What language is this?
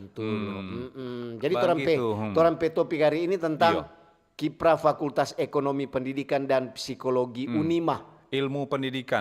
Manado Malay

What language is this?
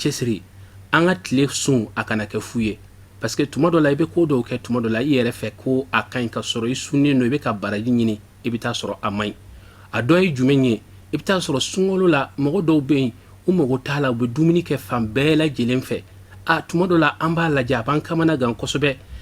Bambara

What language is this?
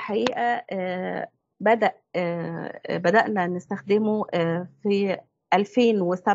Egyptian Arabic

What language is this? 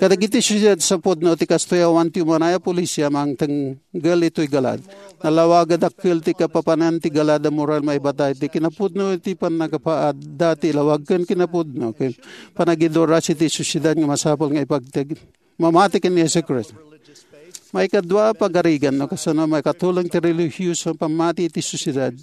Iloko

